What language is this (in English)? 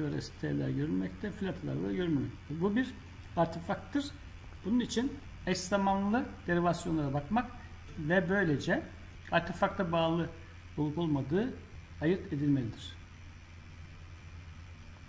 Turkish